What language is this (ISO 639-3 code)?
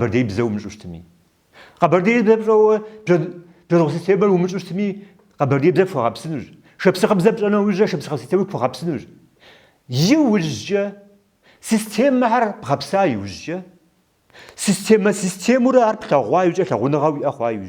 kbd